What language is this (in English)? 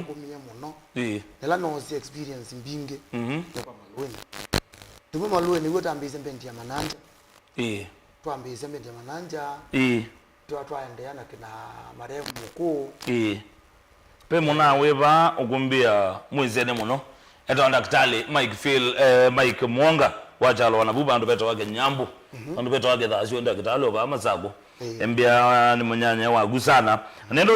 Kamba